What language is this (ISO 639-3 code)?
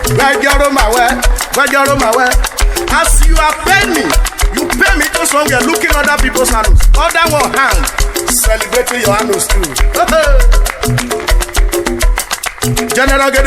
urh